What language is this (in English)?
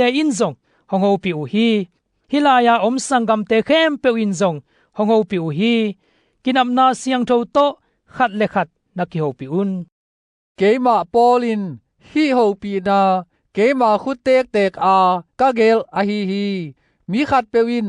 Tedim Chin